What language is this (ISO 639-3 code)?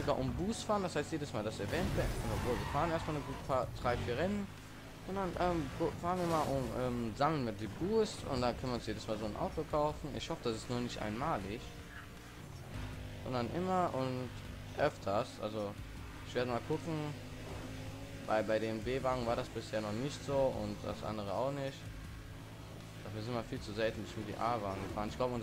deu